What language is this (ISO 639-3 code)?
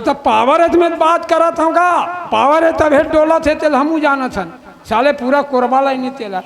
hne